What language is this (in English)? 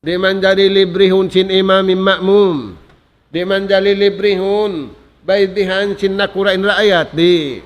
Tausug